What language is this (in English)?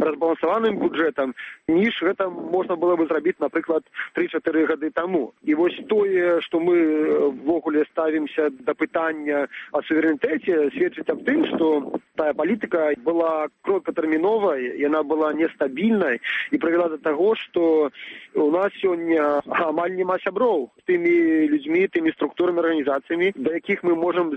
Belarusian